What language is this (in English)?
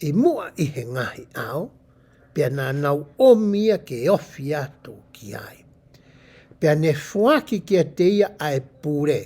Tongan